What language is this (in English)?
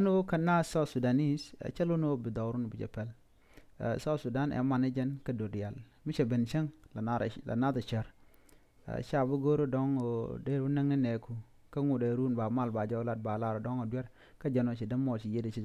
Nuer